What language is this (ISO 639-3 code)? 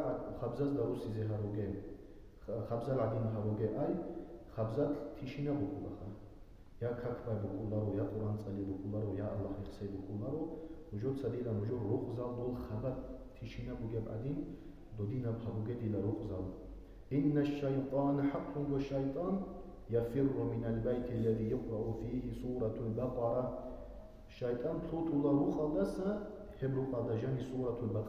ava